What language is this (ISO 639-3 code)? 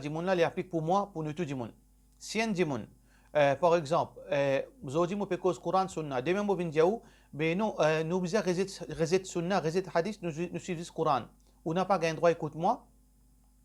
mfe